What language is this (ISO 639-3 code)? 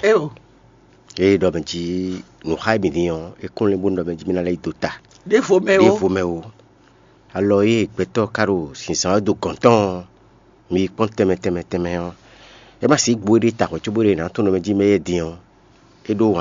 fon